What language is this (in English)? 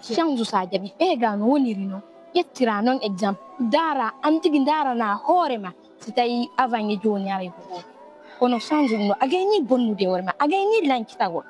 Fula